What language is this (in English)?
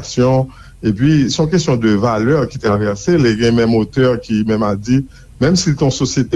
Haitian Creole